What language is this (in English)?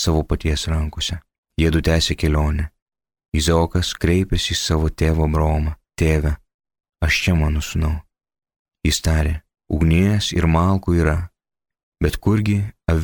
Lithuanian